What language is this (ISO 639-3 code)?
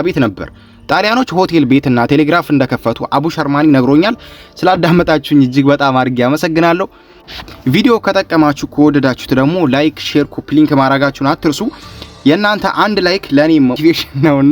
amh